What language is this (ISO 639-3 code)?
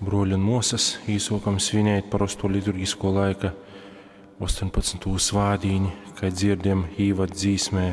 ltg